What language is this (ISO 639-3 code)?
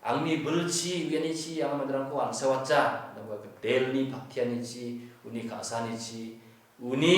grt